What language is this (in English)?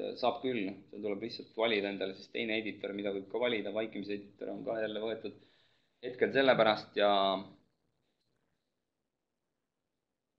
Estonian